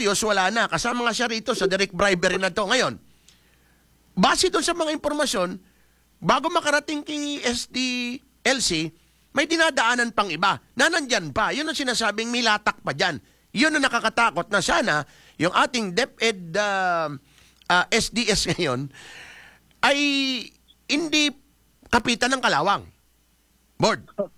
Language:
Filipino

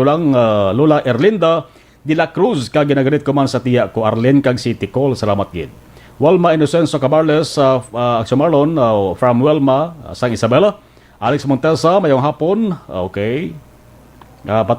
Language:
Hiligaynon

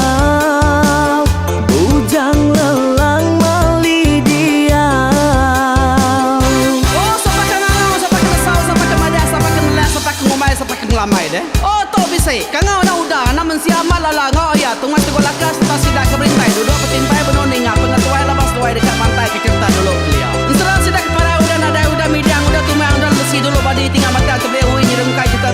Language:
Iban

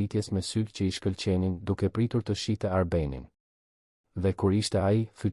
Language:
Albanian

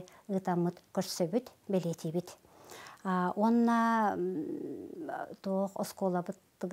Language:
Yakut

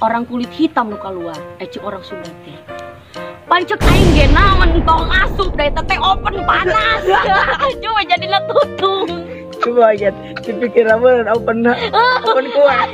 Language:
Sundanese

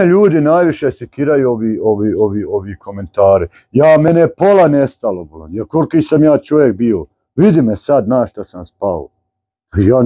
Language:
Bosnian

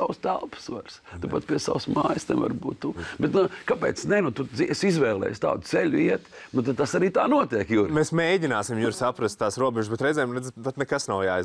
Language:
Latvian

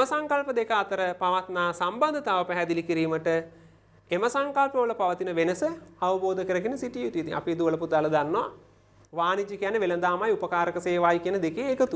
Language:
Sinhala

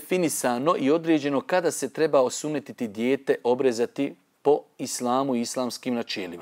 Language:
Bosnian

